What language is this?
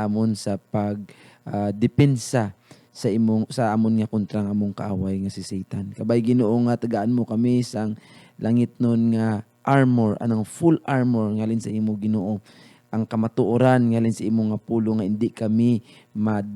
Hiligaynon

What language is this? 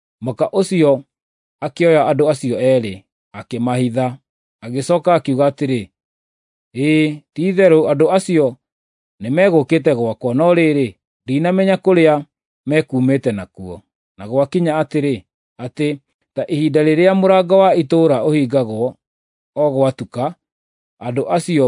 Kikuyu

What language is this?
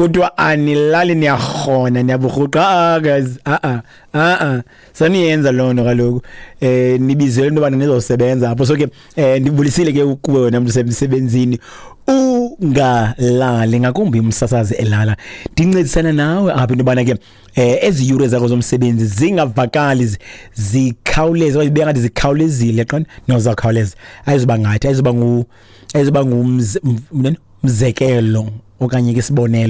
Xhosa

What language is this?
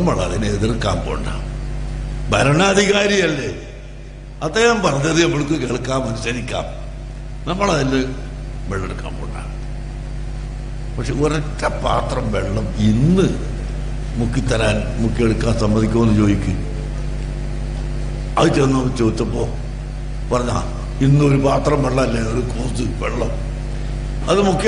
Malayalam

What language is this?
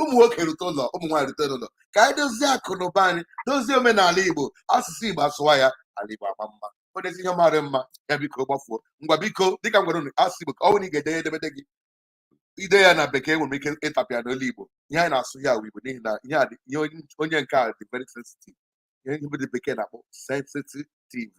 Igbo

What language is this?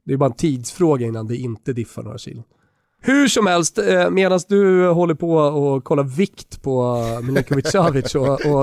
Swedish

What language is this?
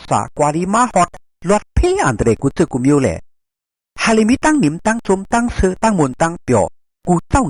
Shan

